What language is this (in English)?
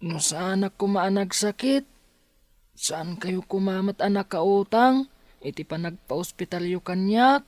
Iloko